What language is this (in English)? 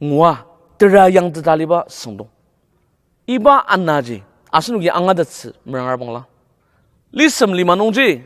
Ao Naga